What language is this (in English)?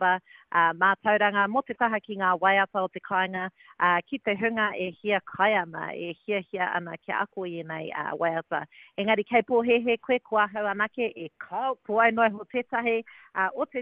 Māori